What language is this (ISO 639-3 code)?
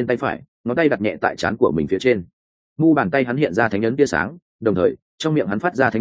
vie